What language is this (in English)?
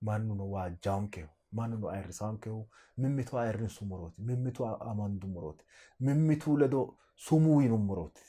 Sidamo